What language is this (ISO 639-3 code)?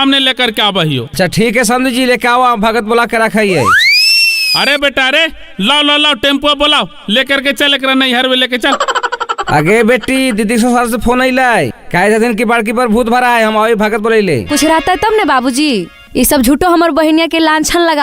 mag